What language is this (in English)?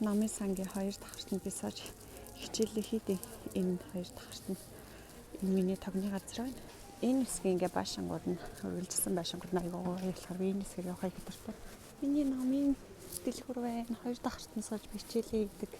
Mongolian